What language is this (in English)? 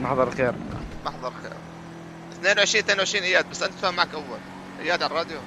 North Levantine Arabic